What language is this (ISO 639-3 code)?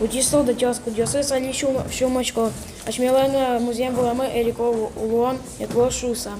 udm